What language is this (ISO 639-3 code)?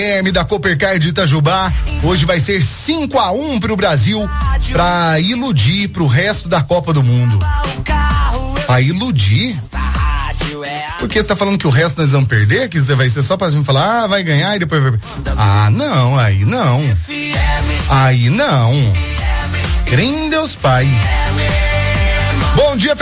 por